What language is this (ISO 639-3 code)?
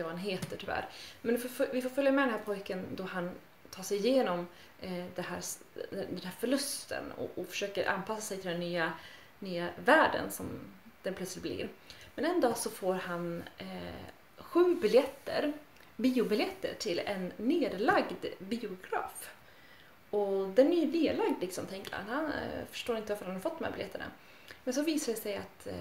swe